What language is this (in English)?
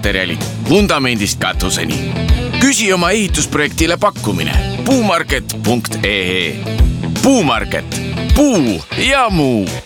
Estonian